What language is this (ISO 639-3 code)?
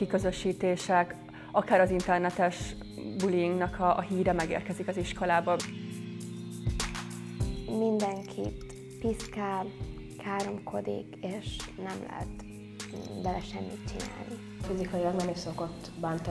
hun